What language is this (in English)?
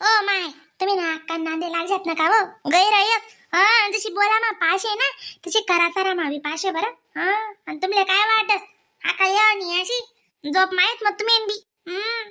Khandesi